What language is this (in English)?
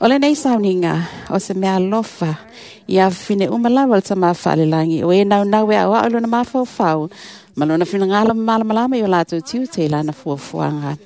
Samoan